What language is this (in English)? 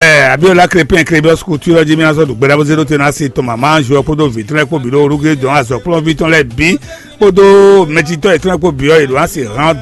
Fon